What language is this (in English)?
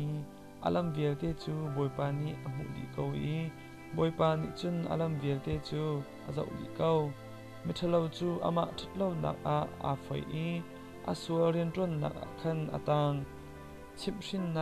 Hakha Chin